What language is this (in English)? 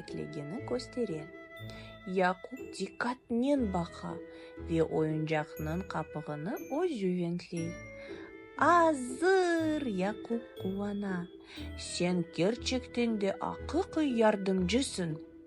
Crimean Tatar